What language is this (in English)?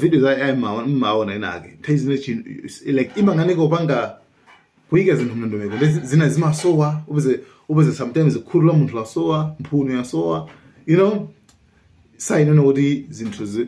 Nyanja